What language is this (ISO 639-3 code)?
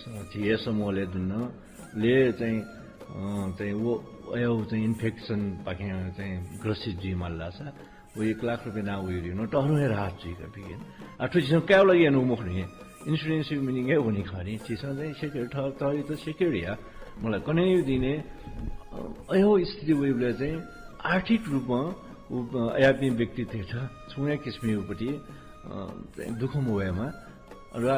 new